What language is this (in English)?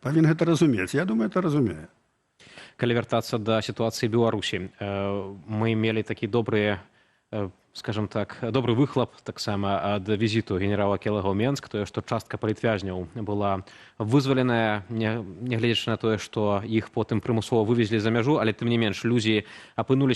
Belarusian